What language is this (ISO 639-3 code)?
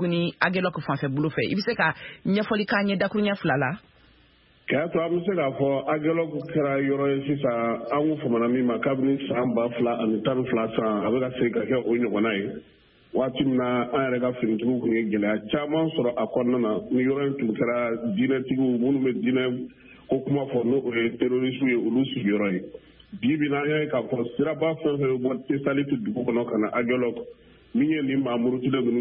bam